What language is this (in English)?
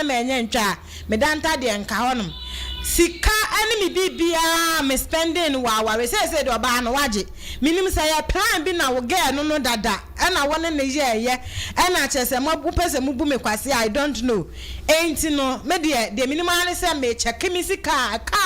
Akan